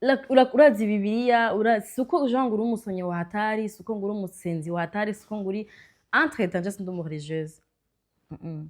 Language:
Rundi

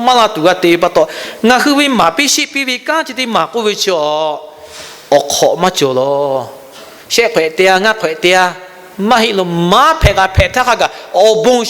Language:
Lahu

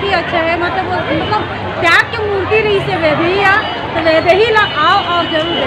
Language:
Chhattisgarhi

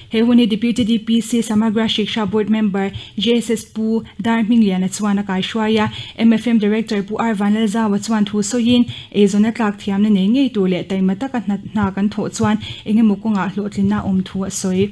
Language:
Mizo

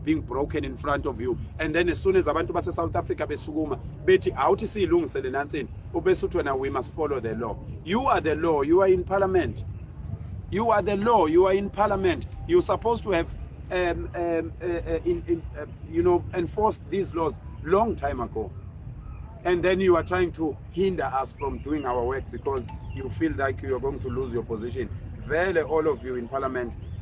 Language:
Zulu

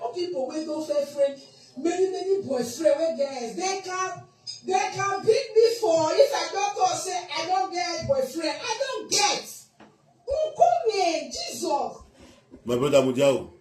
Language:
Nigerian Pidgin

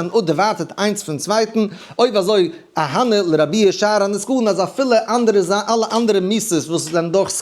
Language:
Yiddish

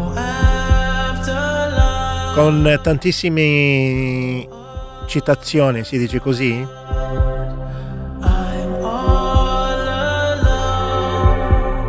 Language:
Italian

